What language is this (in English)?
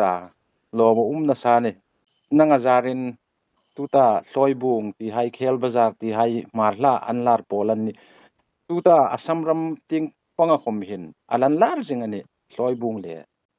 Hmar